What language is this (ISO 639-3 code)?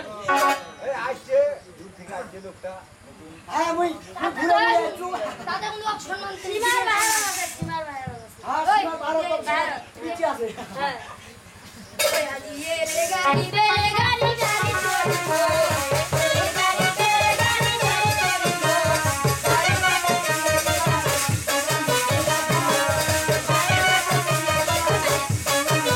ben